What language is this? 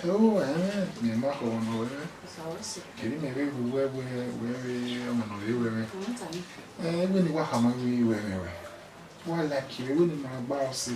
Bini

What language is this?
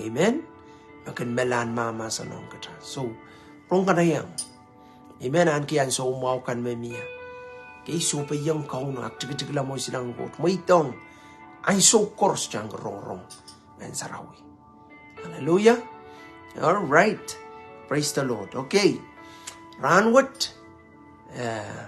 Pohnpeian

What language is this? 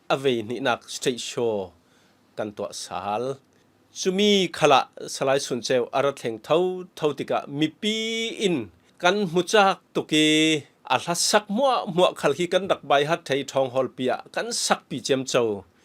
Falam Chin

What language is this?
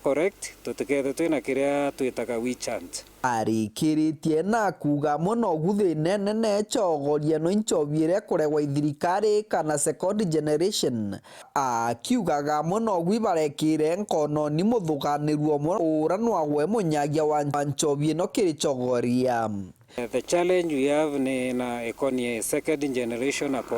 Meru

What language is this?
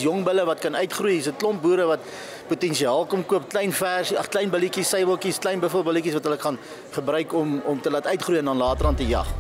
Afrikaans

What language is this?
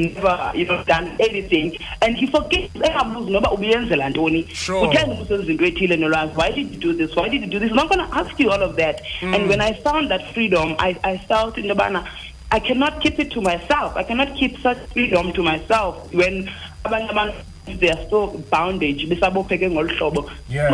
Xhosa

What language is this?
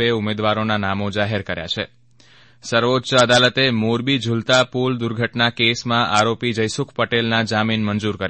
Gujarati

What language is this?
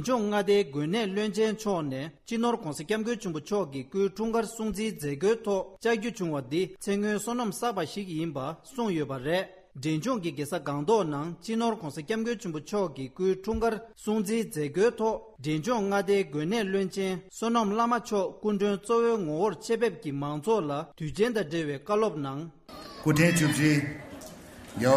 Tibetan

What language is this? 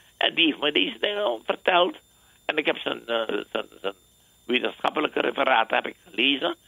Dutch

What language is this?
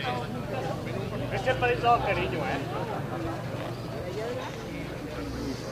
Catalan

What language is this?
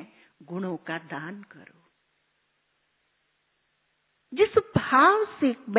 Hindi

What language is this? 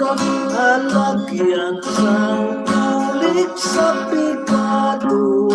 Hiligaynon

